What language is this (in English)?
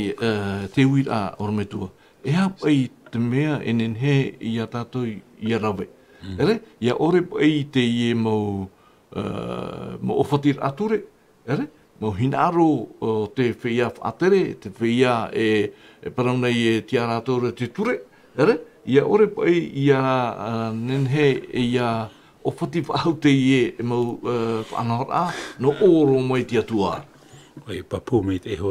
Tahitian